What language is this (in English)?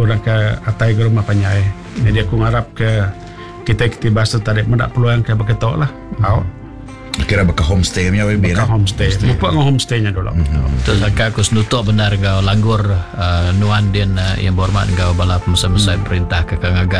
Iban